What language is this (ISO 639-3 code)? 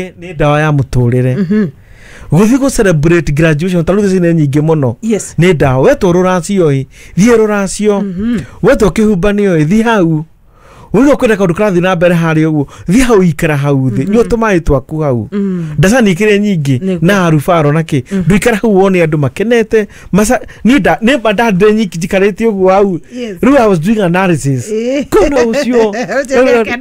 kik